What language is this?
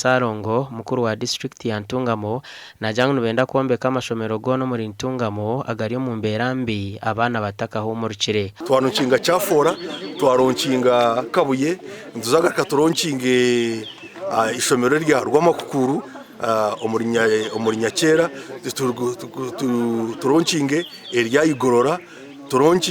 Nyankole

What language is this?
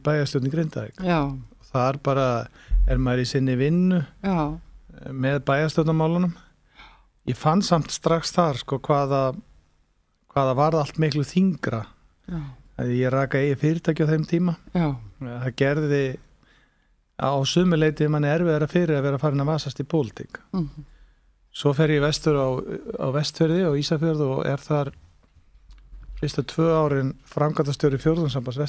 Icelandic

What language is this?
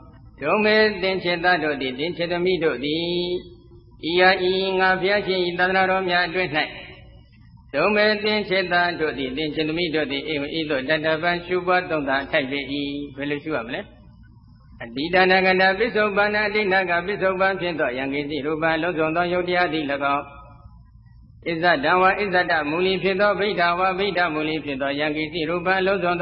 Burmese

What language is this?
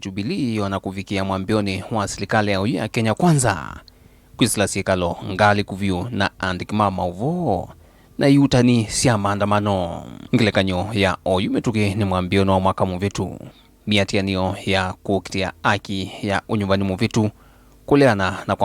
Kamba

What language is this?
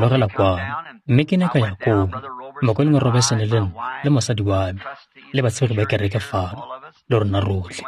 Tswana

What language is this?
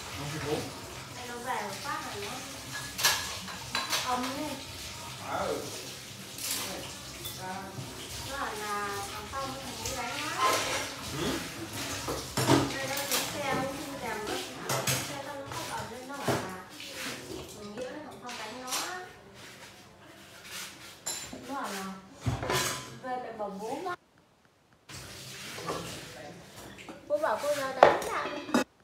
Vietnamese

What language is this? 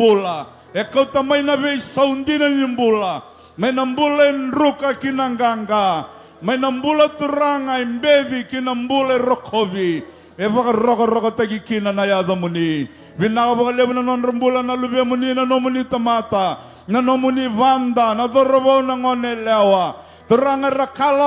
Fijian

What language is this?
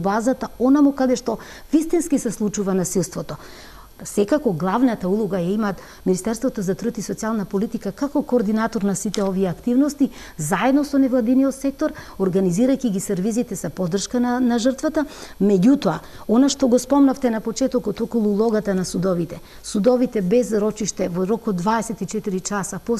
Macedonian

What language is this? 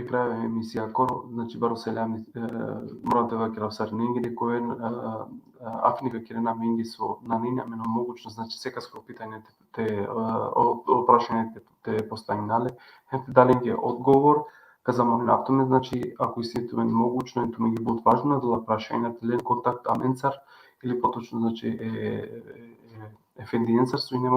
Balkan Romani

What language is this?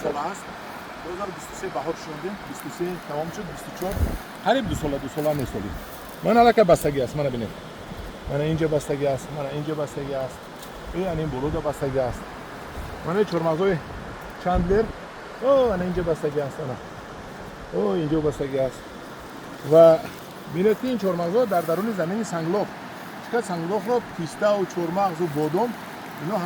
Tajik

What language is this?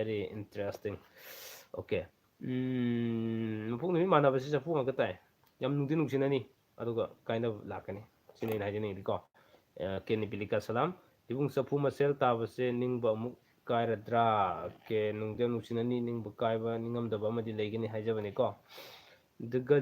Manipuri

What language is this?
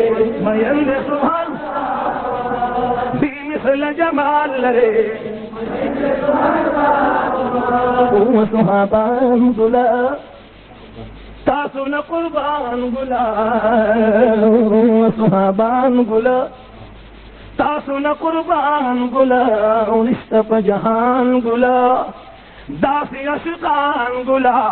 Pashto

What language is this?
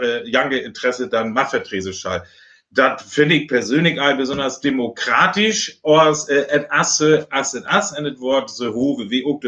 Northern Frisian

